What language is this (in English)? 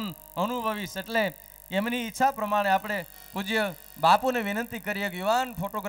Gujarati